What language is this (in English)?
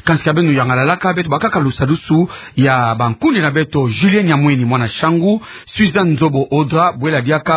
Kituba (Democratic Republic of Congo)